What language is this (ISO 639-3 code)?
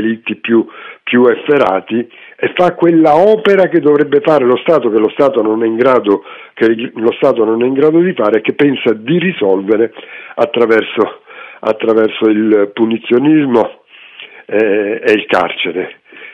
ita